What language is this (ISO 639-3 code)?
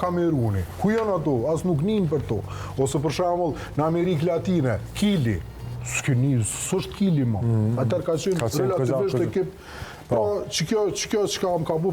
sqi